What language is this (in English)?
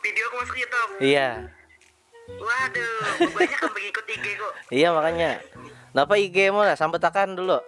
Banjar